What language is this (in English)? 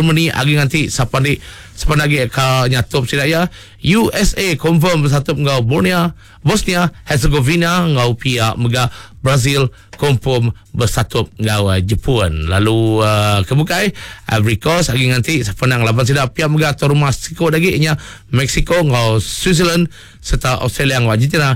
Iban